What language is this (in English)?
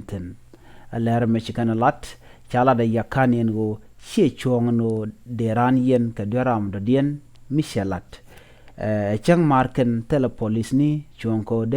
Nuer